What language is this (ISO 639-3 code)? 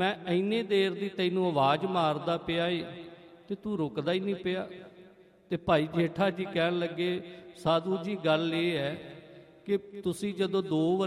pan